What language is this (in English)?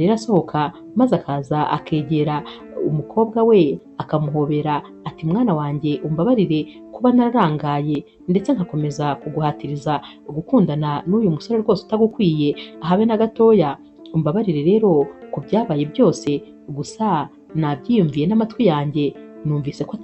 Kinyarwanda